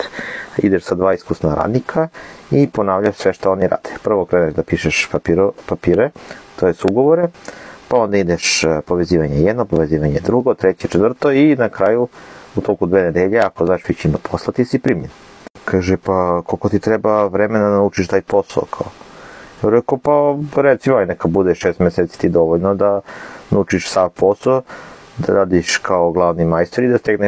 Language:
Serbian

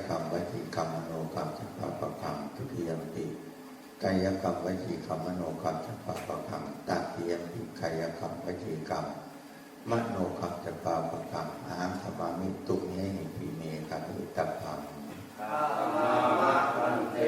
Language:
Pali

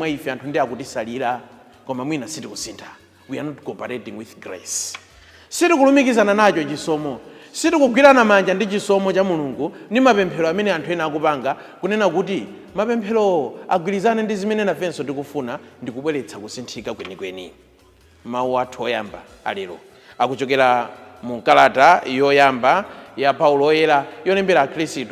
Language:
Nyanja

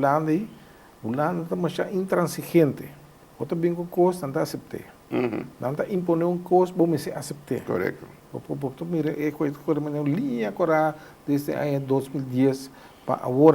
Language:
Papiamento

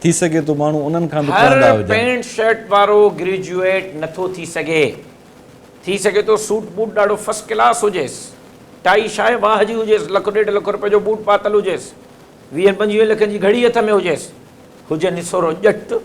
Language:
Sindhi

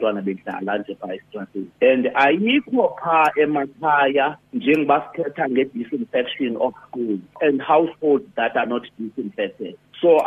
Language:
Xhosa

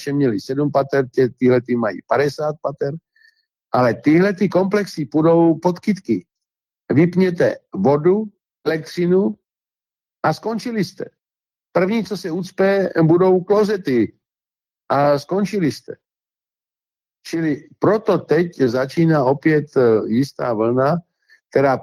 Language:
Czech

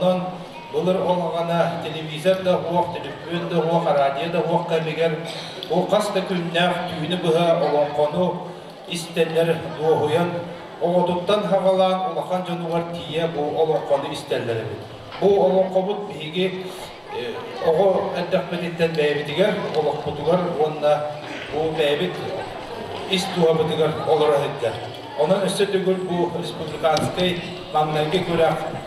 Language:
Yakut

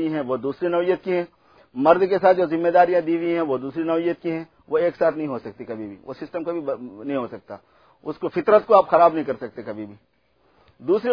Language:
Urdu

